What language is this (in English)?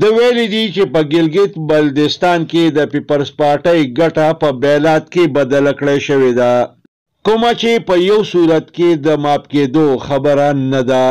Pashto